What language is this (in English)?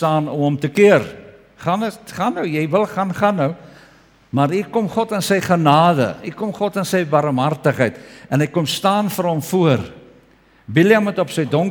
Afrikaans